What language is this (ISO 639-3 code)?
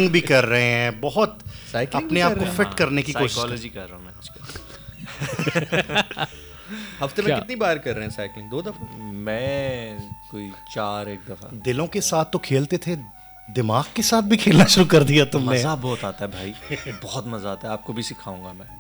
urd